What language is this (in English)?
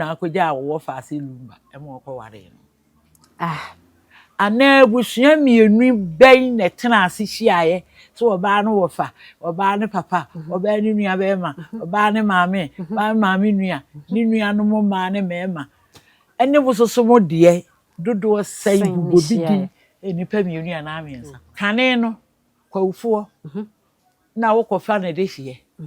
Akan